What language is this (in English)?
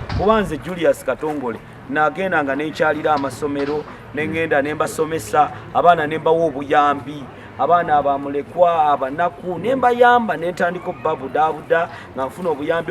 Ganda